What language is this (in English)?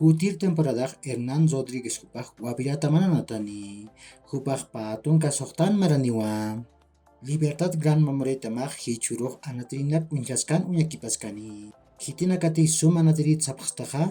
Aymara